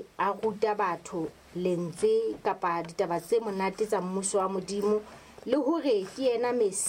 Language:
Southern Sotho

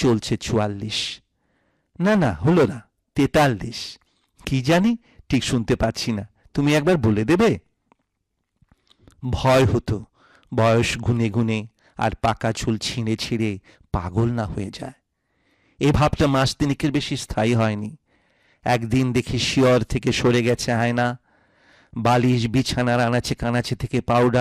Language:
Bangla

